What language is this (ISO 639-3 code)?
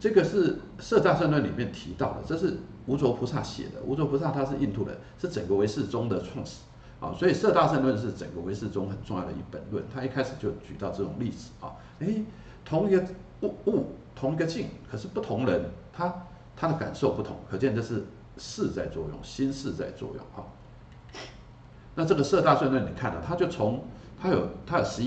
zho